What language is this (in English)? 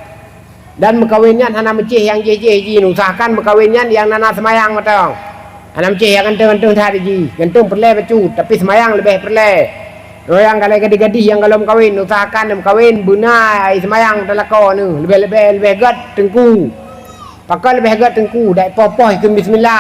Achinese